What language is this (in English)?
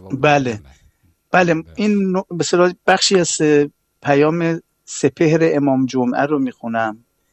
Persian